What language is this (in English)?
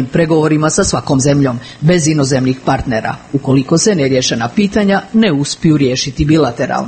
Serbian